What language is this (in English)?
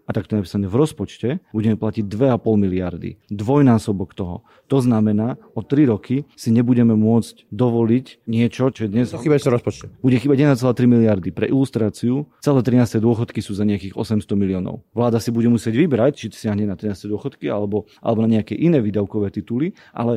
Slovak